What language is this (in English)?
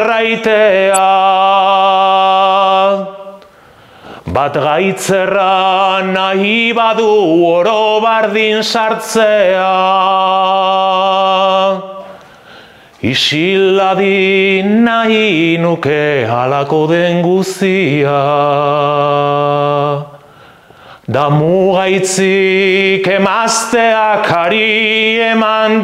Basque